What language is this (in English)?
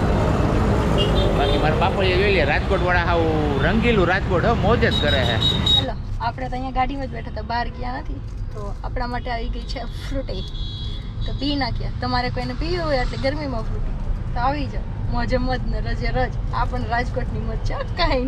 Gujarati